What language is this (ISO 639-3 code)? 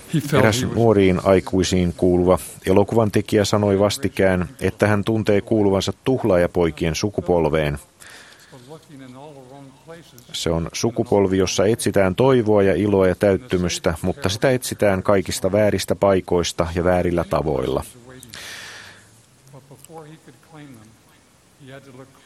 fin